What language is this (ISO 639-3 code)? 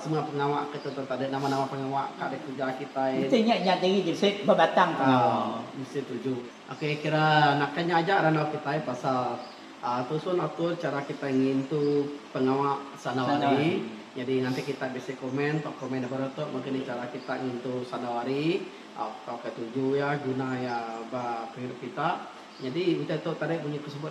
iba